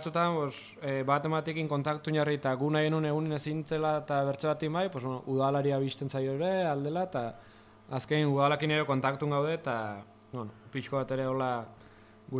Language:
Basque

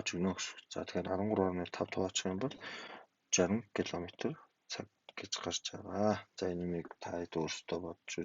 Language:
Mongolian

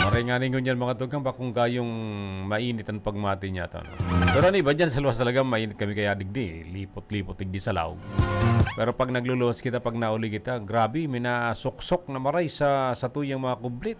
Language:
Bikol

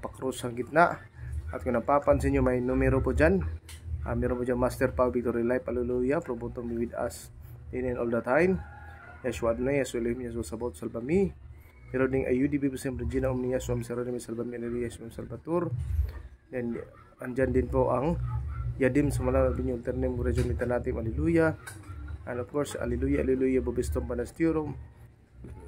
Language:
Filipino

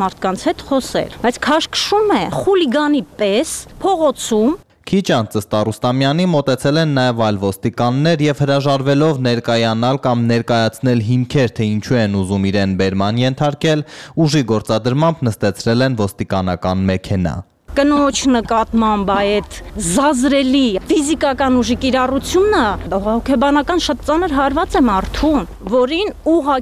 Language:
Armenian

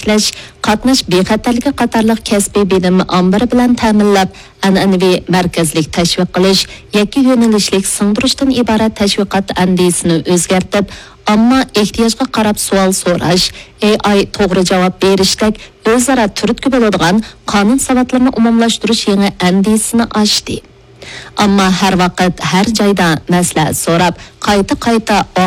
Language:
Uyghur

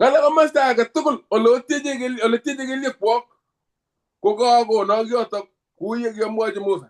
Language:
Kalenjin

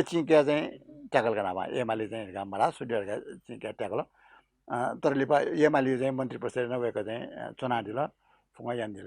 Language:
Newari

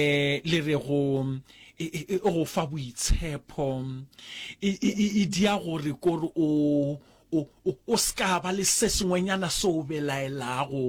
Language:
Northern Sotho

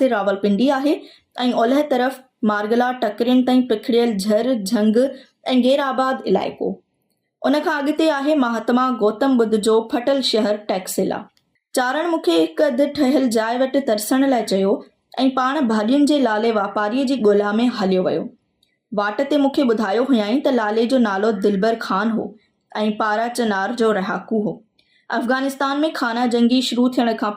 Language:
Sindhi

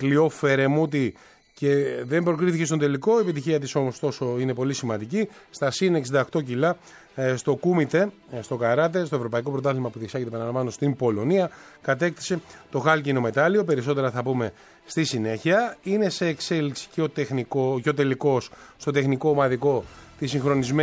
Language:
Greek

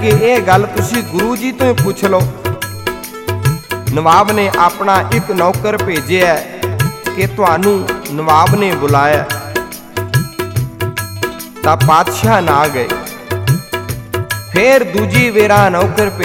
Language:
Punjabi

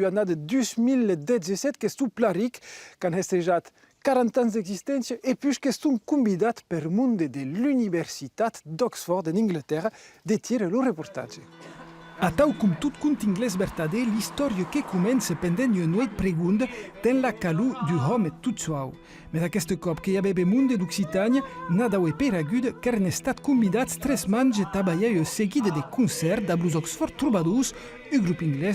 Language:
Occitan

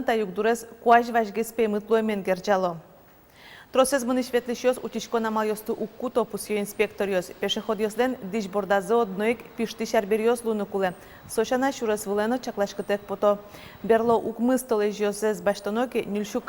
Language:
Udmurt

